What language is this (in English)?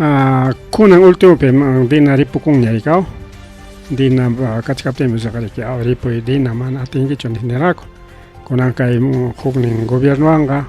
Ayacucho Quechua